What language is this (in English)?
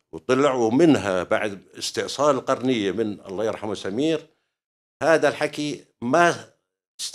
North Levantine Arabic